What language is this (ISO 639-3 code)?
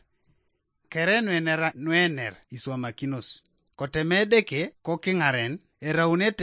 teo